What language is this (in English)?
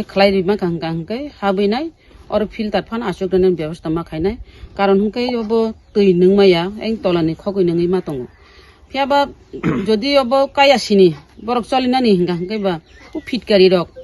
Kok Borok